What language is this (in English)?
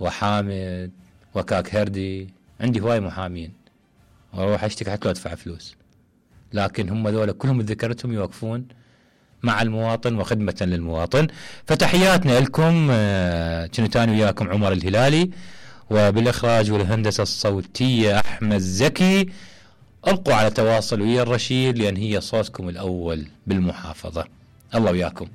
Mesopotamian Arabic